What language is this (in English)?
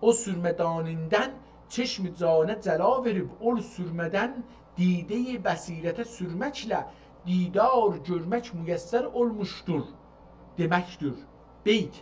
South Azerbaijani